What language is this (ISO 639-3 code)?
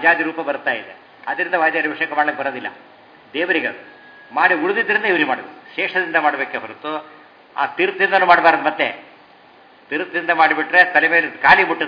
kan